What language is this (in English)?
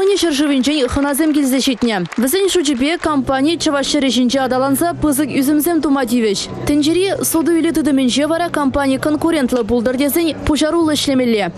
Chuvash